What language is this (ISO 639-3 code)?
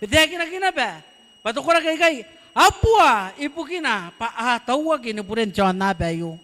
gil